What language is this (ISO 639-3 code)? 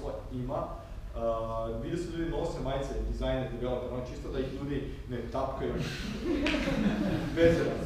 hrv